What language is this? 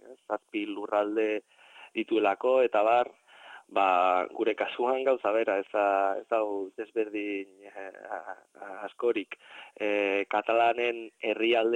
Basque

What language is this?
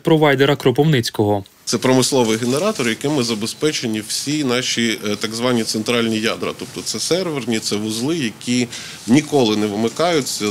Ukrainian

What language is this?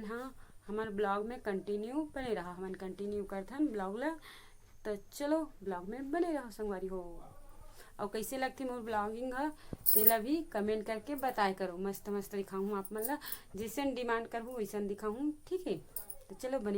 Chhattisgarhi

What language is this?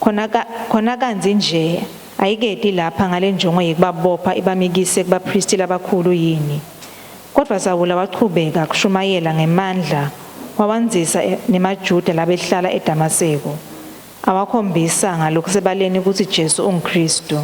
Swati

